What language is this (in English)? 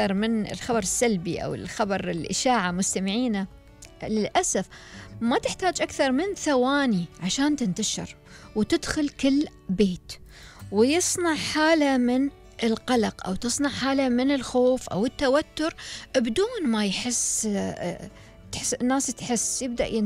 Gulf Arabic